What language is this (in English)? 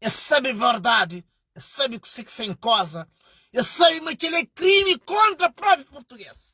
Kabuverdianu